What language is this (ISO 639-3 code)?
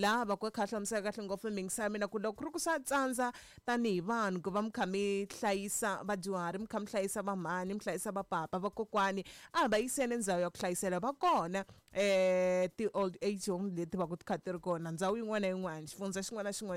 tso